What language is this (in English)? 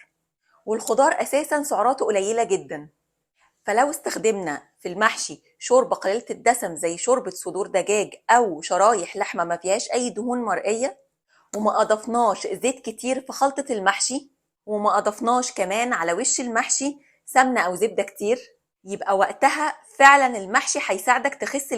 Egyptian Arabic